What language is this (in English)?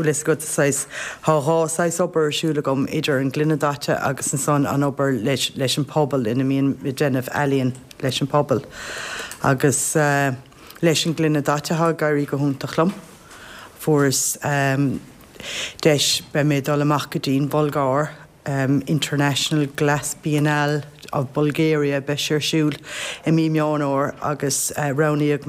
Irish